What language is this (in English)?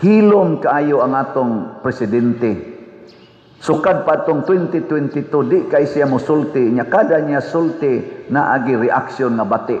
Cebuano